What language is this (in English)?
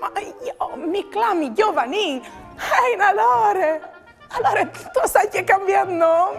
Friulian